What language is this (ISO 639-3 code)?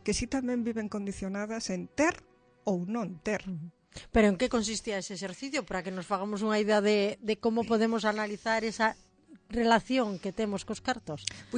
glg